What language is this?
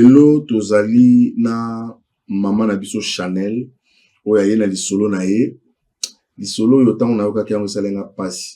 Lingala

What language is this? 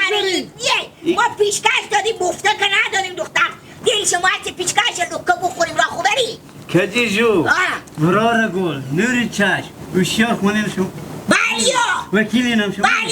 Hazaragi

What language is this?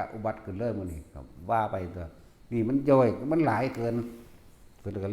Northeastern Thai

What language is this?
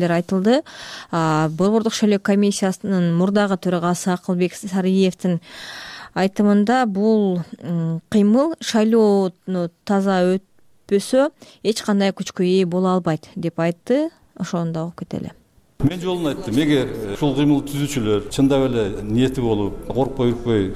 Kyrgyz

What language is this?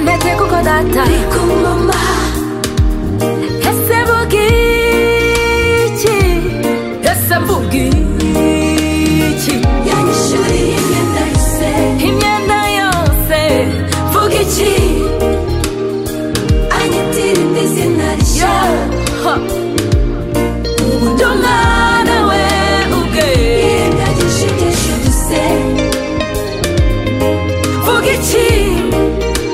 Kinyarwanda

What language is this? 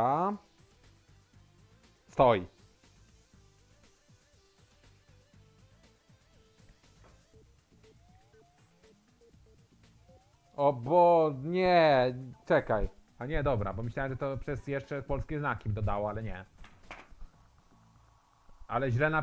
Polish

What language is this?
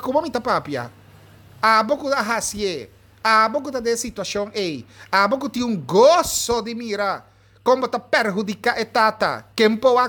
Papiamento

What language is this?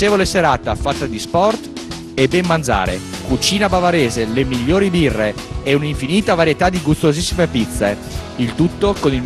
Italian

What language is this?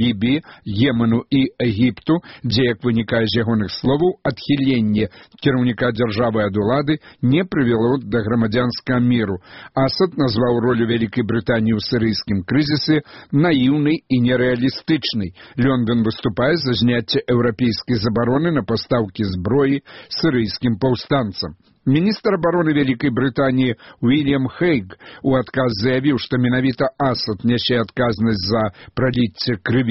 Belarusian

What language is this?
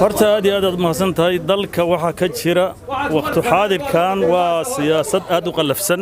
Somali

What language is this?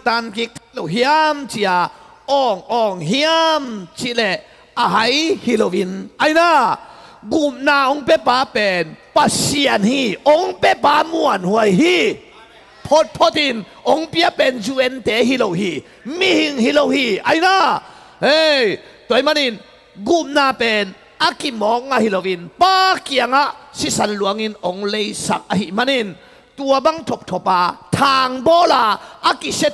Tedim Chin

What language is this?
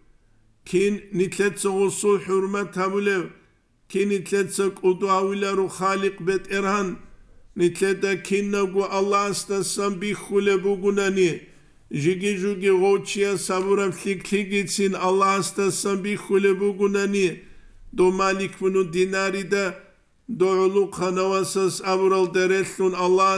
Avaric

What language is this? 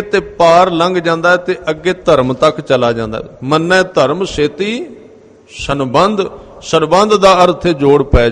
Punjabi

